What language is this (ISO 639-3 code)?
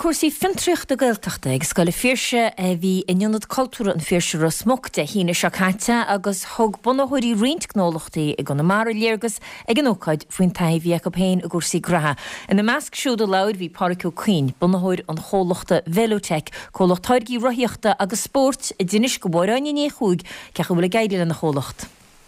gle